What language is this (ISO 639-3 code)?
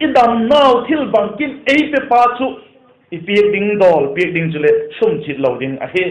vap